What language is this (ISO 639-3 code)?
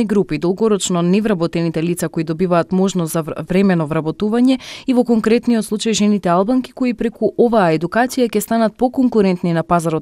mkd